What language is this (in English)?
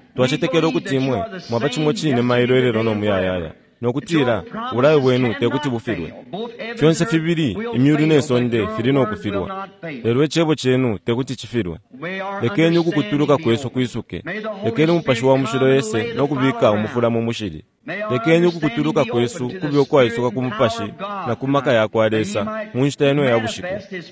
Bemba